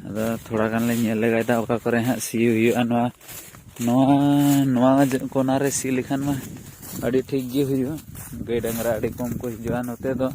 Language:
Santali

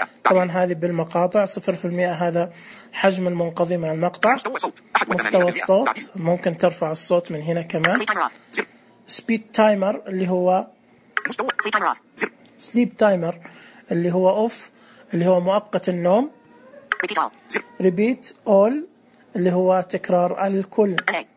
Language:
Najdi Arabic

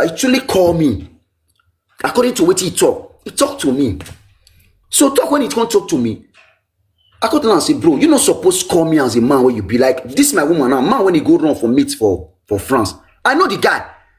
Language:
Nigerian Pidgin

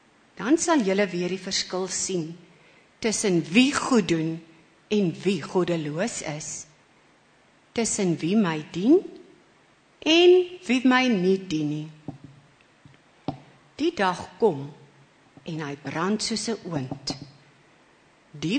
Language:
Afrikaans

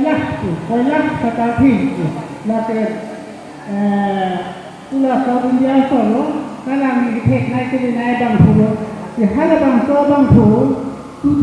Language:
Karbi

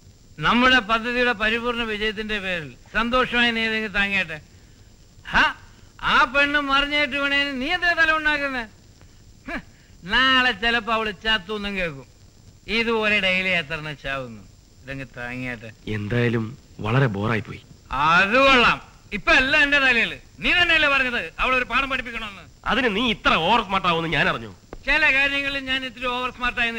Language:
Malayalam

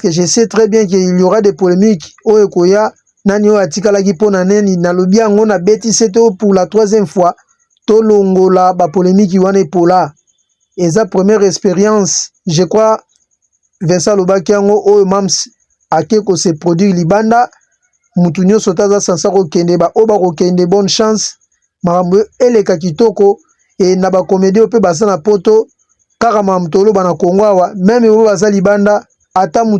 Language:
Lingala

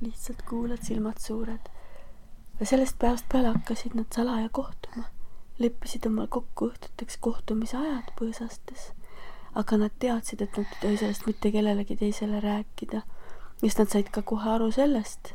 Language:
Estonian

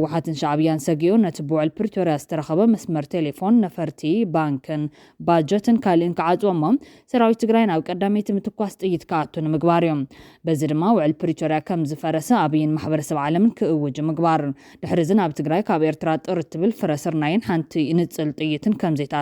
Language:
Tigrinya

